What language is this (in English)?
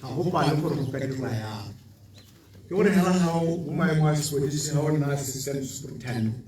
Tswana